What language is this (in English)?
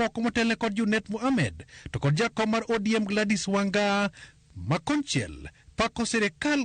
Luo (Kenya and Tanzania)